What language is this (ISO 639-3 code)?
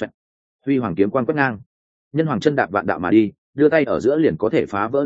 vie